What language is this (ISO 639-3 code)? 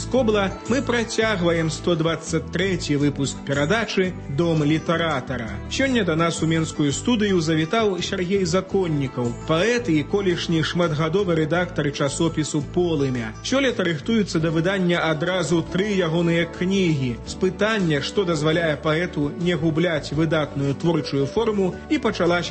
bel